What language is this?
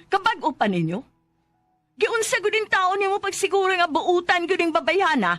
Cebuano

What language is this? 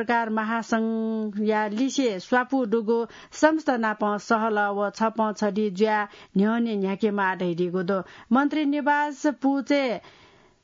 Newari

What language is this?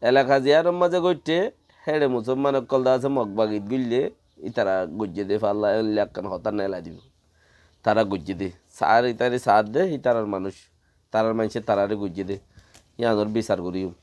Rohingya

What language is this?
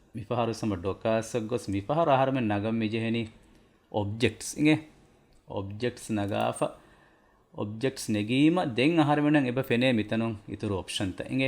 Divehi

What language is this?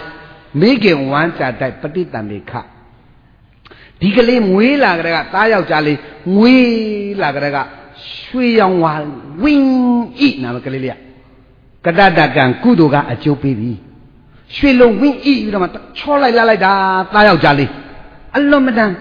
Burmese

